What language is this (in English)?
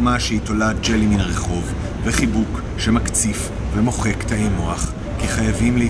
Hebrew